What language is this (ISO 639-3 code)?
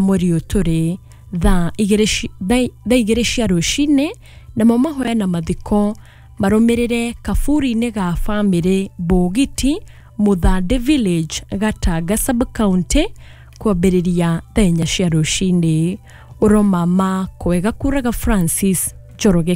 kik